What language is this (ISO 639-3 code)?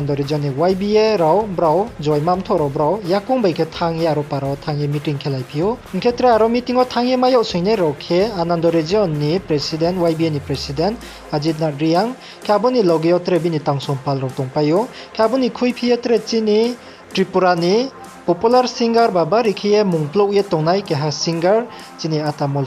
ria